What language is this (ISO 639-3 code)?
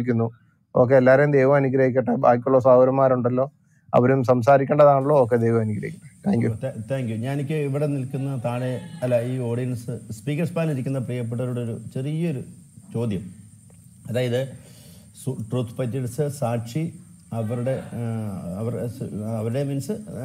mal